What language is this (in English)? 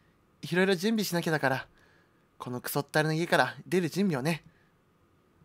Japanese